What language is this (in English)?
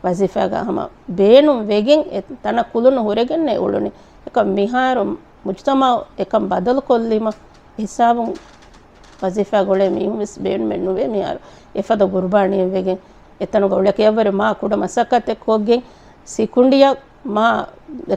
Divehi